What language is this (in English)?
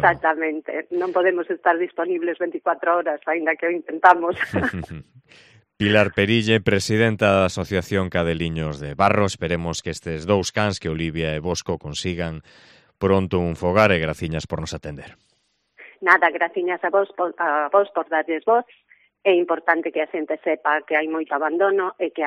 Galician